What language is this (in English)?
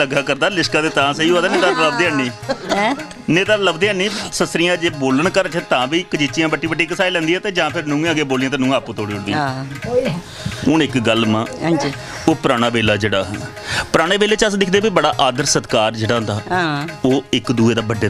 Dogri